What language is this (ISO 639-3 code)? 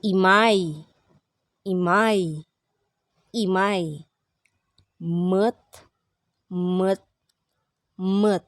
pag